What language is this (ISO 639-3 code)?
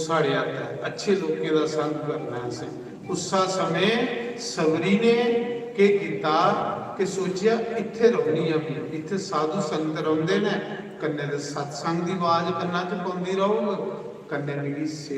doi